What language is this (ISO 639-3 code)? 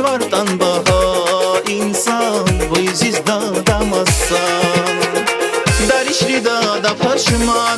tab